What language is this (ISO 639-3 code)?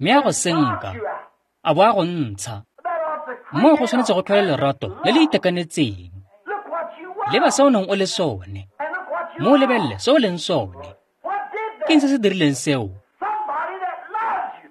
tsn